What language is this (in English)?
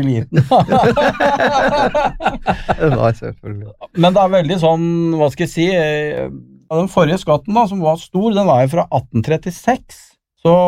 Norwegian